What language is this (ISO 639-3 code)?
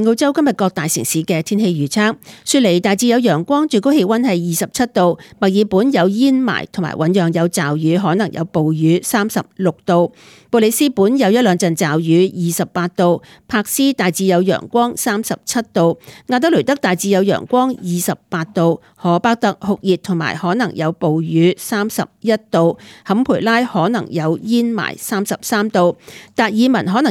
yue